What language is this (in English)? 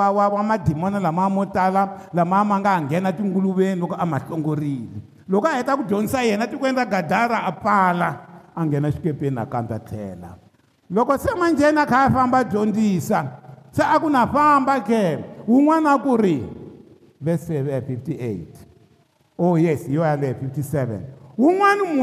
Tsonga